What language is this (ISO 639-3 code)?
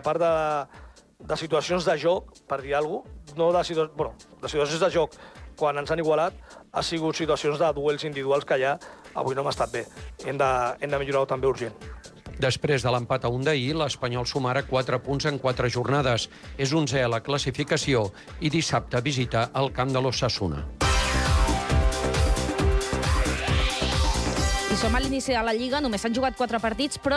cat